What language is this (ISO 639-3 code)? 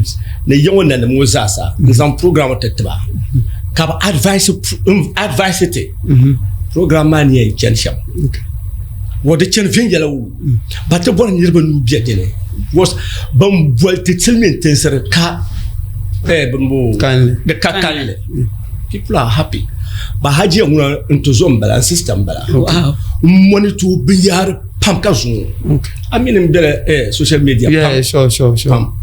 dag